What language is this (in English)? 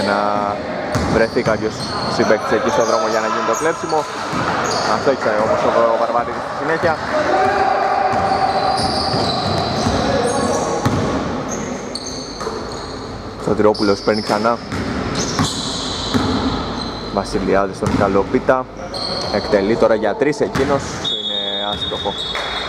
Greek